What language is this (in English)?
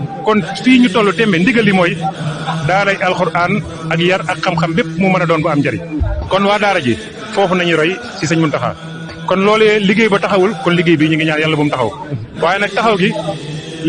Wolof